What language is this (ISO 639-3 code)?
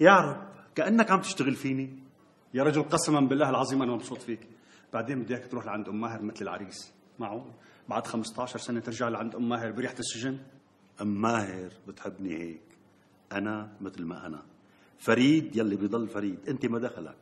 apc